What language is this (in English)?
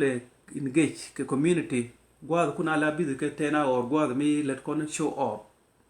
Nuer